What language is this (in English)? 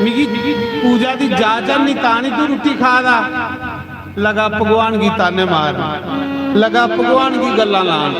Dogri